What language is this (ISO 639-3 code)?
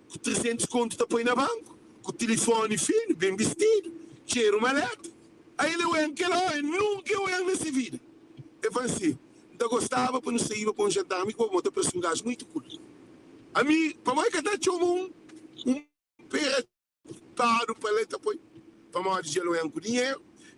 kea